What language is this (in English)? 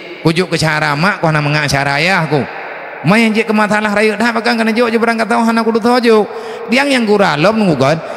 Achinese